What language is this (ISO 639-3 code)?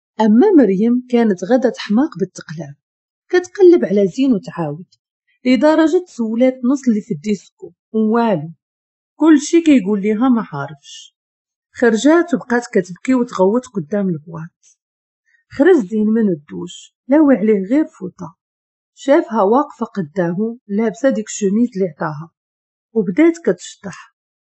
ary